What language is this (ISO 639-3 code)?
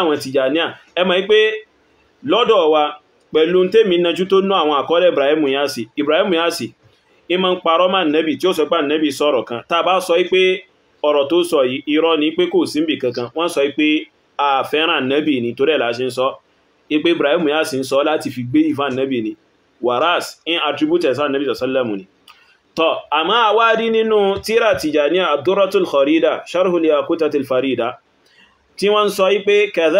yor